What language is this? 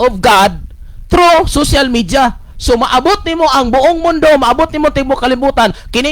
Cebuano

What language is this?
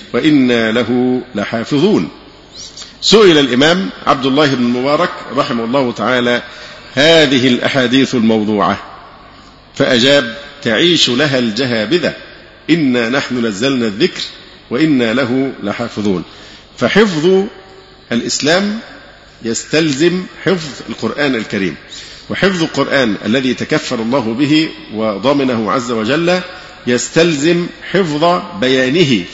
Arabic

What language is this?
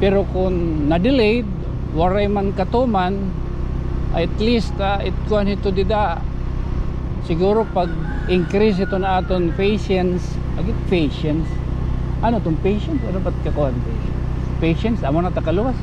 Waray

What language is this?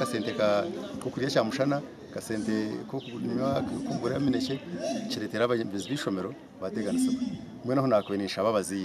Nyankole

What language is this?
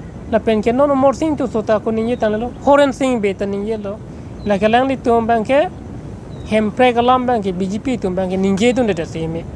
Karbi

